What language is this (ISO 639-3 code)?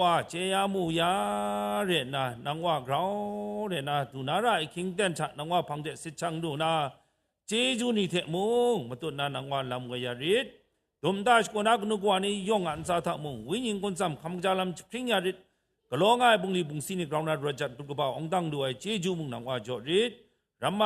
kac